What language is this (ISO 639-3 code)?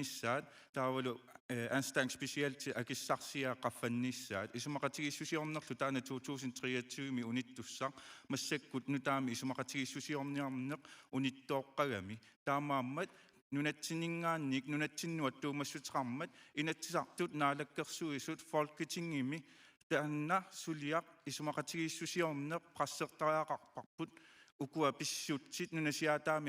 kal